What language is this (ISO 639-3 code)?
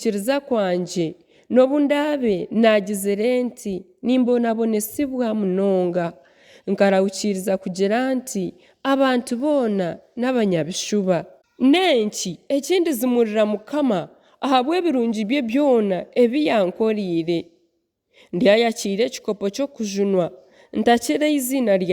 nyn